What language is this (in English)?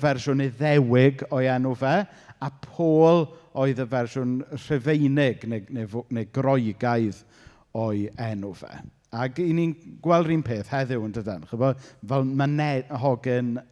Welsh